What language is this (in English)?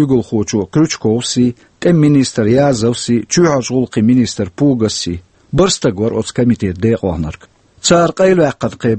Chechen